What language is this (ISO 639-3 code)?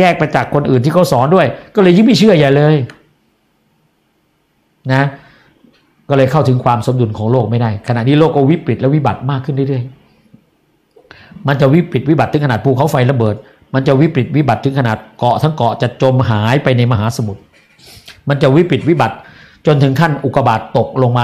tha